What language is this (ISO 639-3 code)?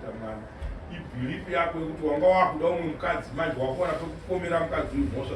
sna